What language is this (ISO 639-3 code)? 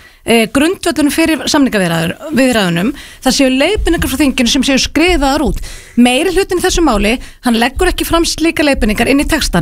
isl